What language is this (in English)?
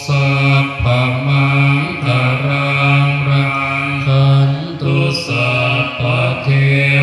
Pali